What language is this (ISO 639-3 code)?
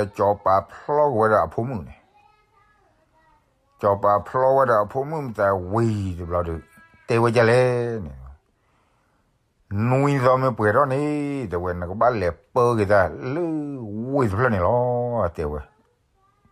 ksw